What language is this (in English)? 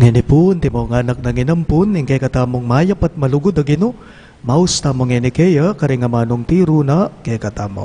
Pampanga